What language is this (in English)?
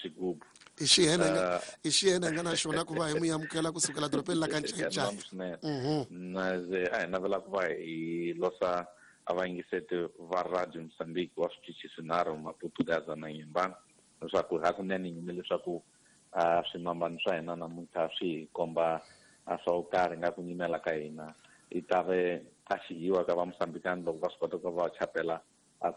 Tsonga